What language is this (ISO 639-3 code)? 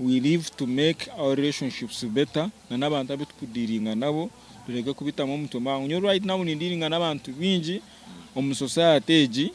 nyn